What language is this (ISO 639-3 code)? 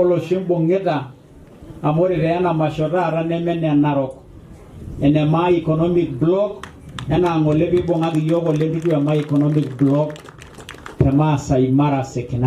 mas